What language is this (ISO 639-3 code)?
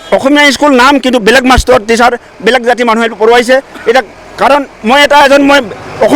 asm